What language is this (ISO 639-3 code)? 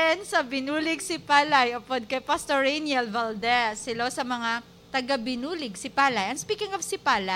hil